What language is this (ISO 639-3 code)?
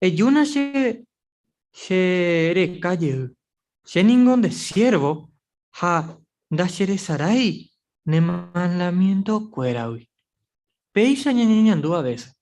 grn